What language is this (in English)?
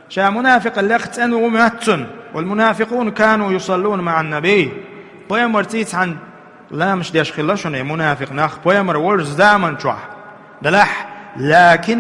Chechen